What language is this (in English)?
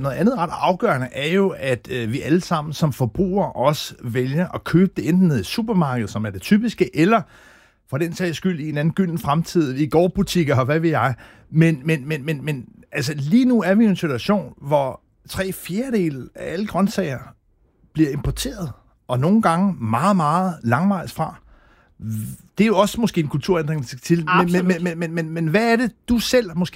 Danish